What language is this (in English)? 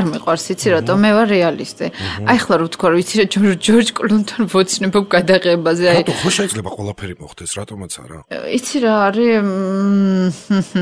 Georgian